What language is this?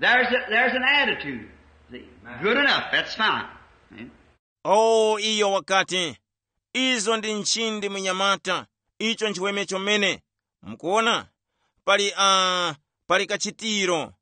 Tumbuka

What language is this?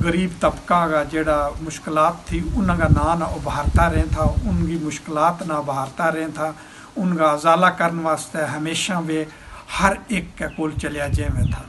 Gujari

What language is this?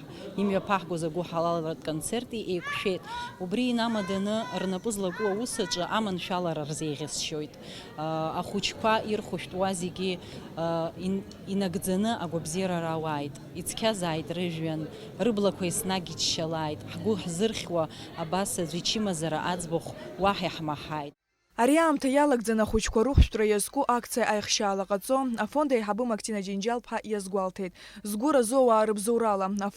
Abkhazian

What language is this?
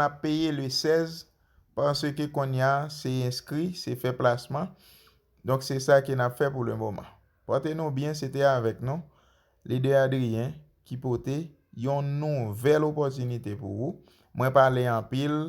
Haitian Creole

